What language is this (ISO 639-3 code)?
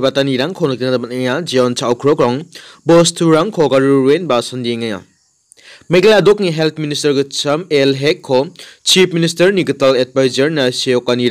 grt